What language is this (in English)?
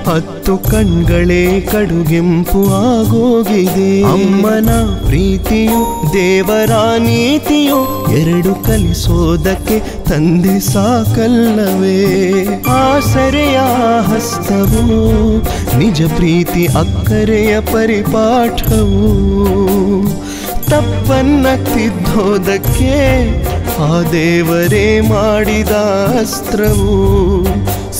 Kannada